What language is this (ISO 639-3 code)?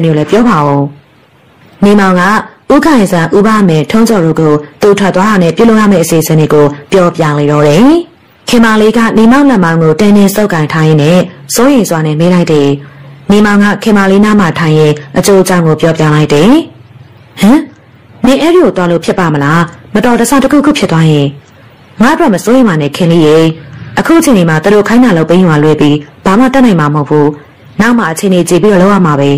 mya